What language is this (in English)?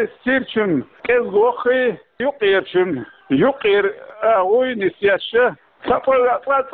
Chechen